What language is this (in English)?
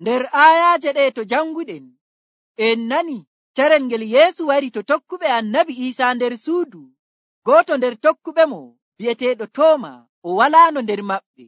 Nigerian Fulfulde